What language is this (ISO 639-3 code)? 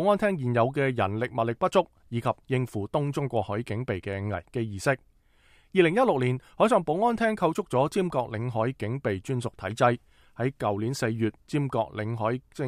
yue